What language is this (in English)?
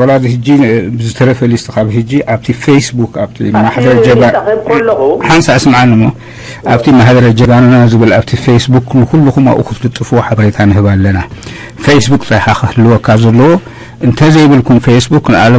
Tigrinya